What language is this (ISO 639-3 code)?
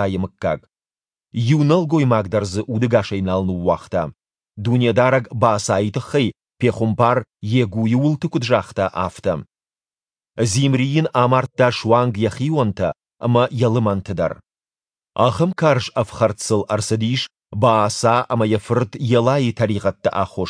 oss